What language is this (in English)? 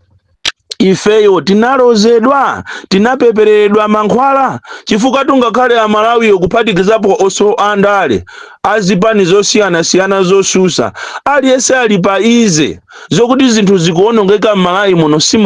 Nyanja